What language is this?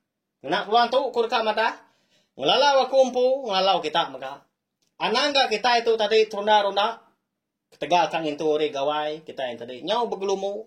Iban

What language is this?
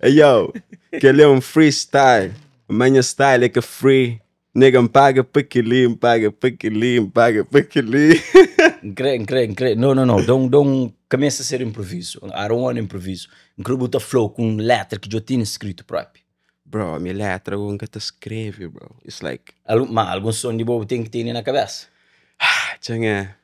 Kabuverdianu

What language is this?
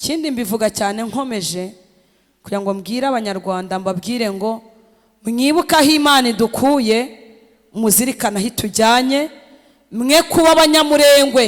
Kinyarwanda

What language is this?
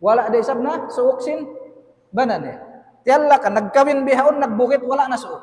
Tausug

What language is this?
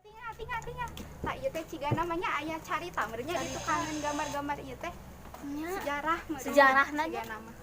Sundanese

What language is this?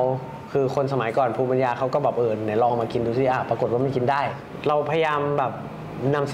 Thai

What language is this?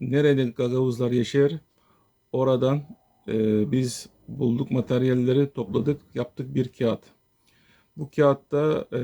Gagauz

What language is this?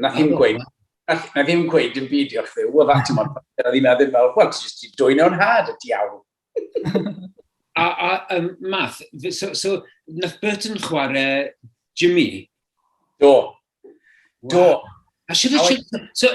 Welsh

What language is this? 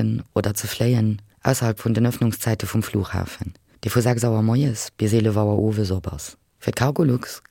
Luxembourgish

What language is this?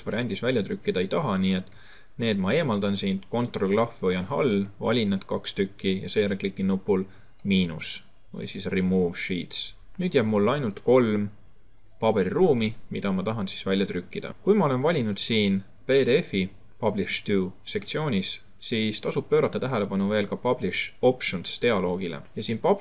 Estonian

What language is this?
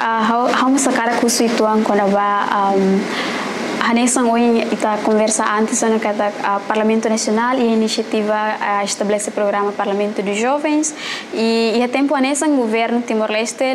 Tetum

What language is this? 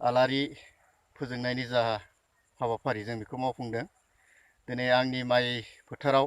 Bodo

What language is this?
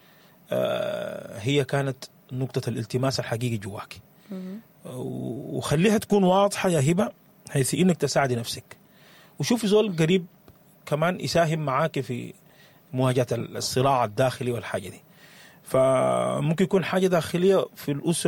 Sudanese Arabic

